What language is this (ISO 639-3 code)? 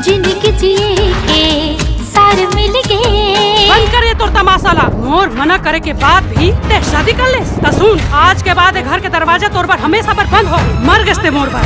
hne